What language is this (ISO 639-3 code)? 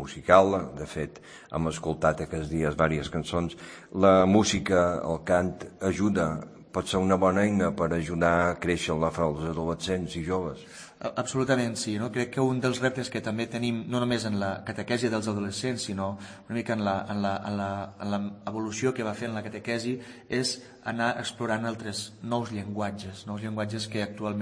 cat